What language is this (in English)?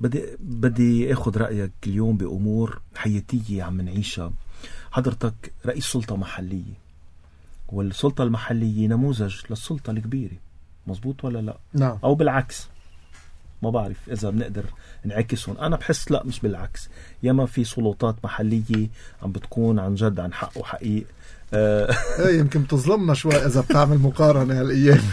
North Levantine Arabic